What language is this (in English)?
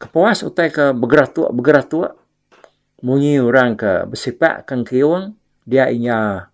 Iban